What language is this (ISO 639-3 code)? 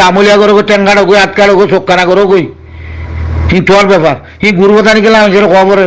rhg